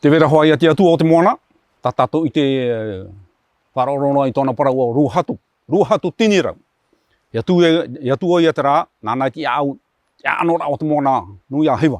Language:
Tahitian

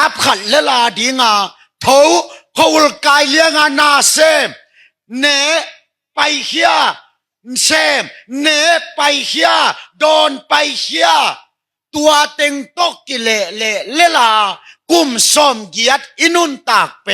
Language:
Tedim Chin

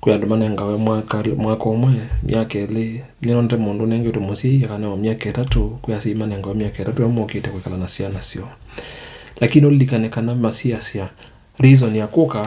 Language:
Kamba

